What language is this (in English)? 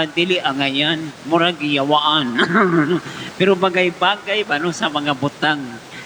Cebuano